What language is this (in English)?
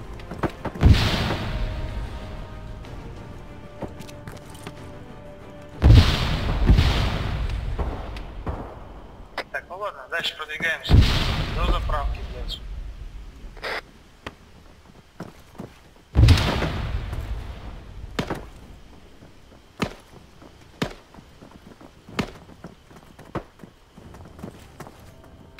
Russian